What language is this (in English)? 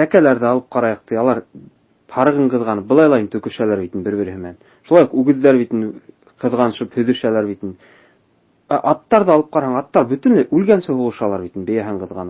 Bashkir